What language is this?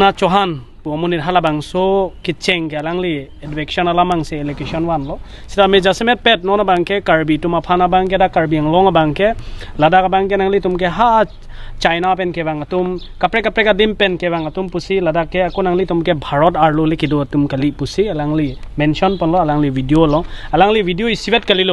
Karbi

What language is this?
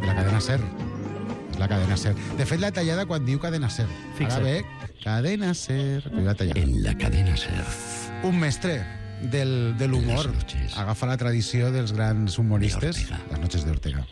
Catalan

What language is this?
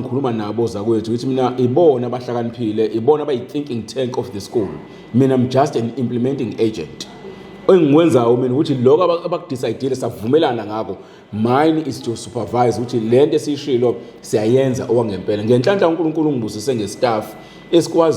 Zulu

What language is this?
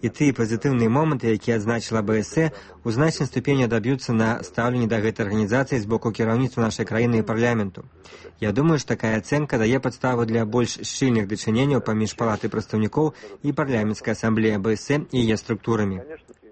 Belarusian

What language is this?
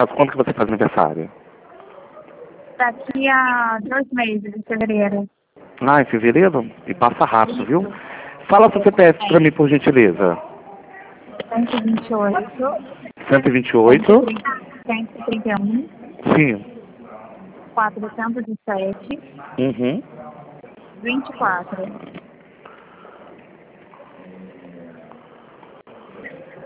Portuguese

